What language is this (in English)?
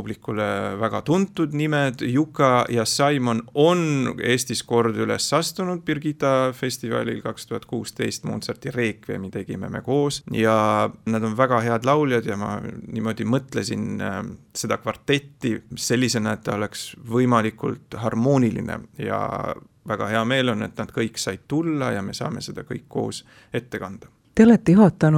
Estonian